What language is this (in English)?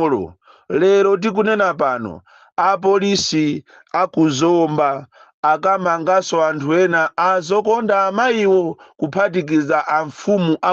Nyanja